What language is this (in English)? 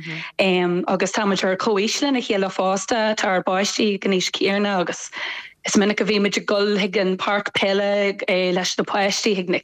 Irish